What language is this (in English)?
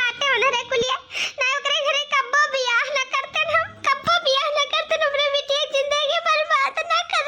Awadhi